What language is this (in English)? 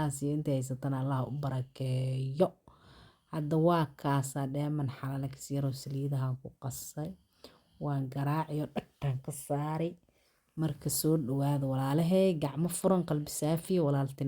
Somali